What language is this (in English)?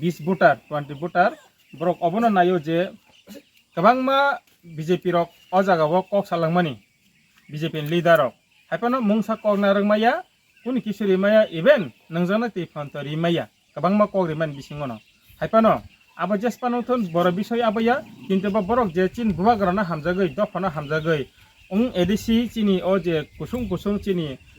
Kok Borok